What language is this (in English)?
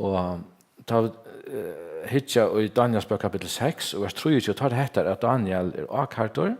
Faroese